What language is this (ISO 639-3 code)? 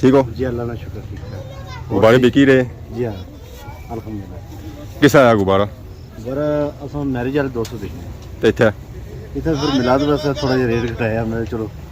phr